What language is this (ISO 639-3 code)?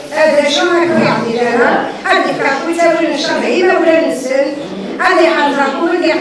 kab